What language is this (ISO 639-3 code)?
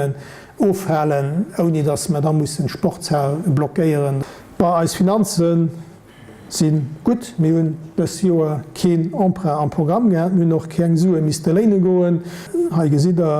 ltz